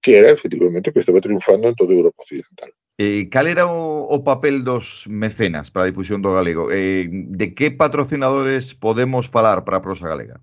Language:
Galician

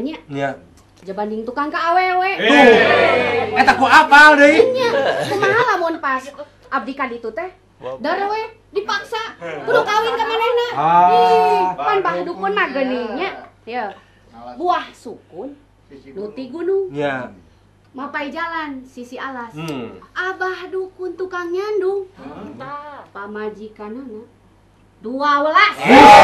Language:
Sundanese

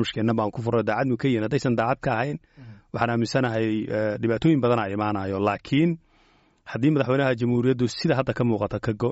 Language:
Somali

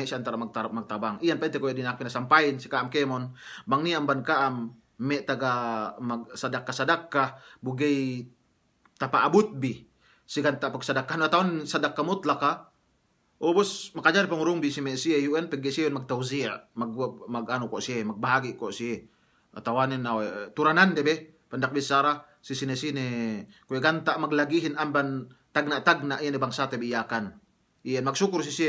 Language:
Yakan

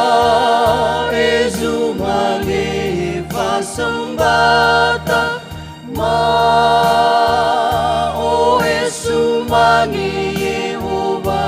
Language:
Nias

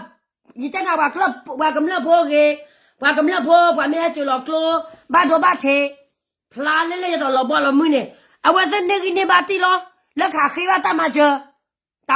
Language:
S'gaw Karen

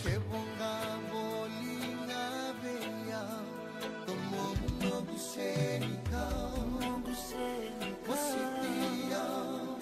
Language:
Fijian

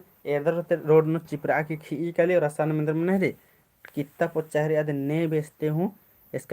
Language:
Kurukh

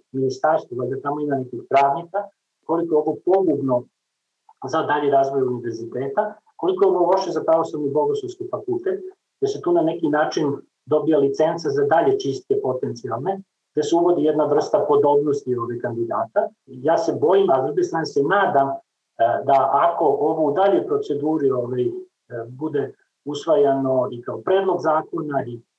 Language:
Serbian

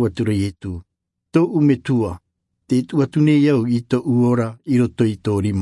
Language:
Tahitian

